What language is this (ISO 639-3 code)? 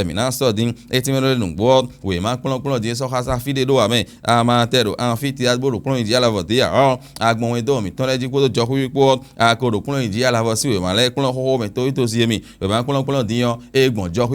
fon